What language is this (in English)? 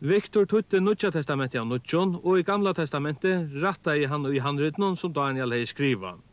Faroese